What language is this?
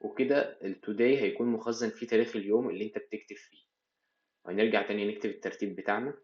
Egyptian Arabic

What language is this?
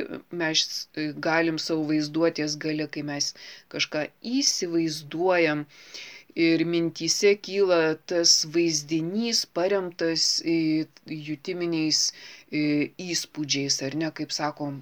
Lithuanian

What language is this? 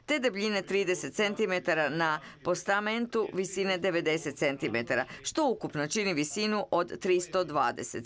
Croatian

